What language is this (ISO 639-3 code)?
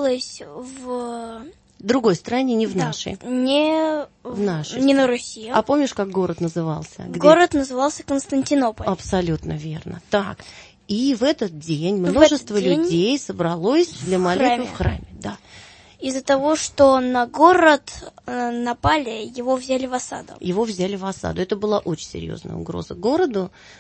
rus